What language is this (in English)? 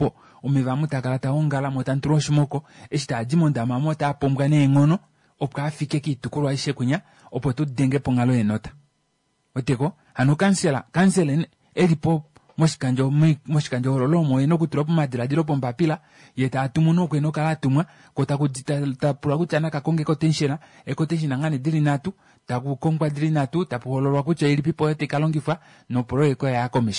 Kuanyama